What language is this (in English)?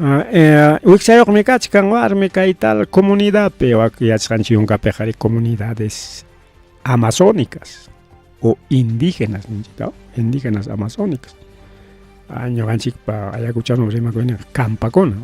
Ayacucho Quechua